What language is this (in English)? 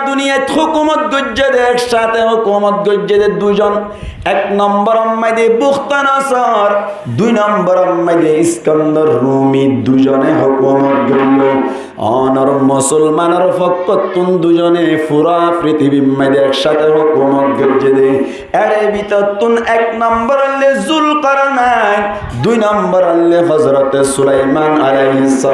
Rohingya